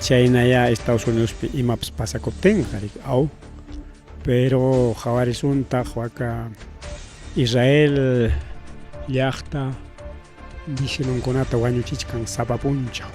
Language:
Ayacucho Quechua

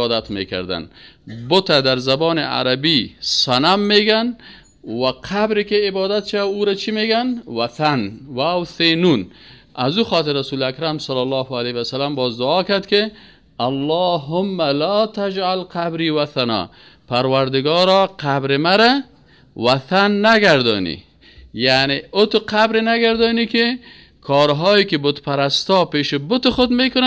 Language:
Persian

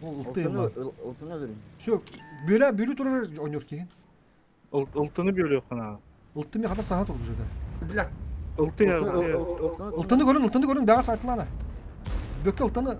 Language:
Yakut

